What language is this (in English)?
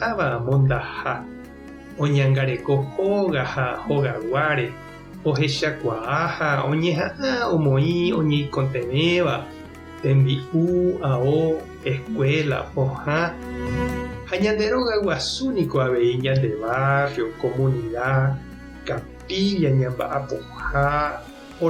Guarani